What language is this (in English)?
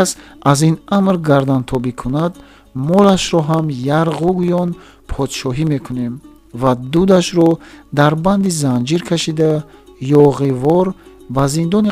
Tajik